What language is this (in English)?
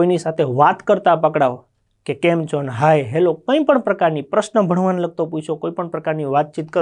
Gujarati